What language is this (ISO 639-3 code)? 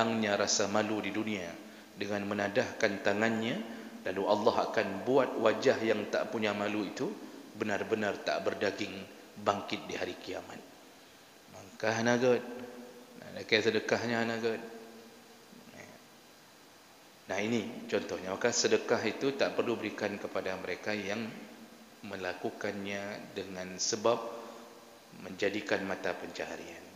msa